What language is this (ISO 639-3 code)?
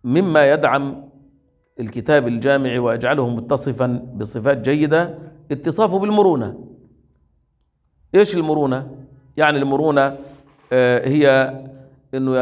ara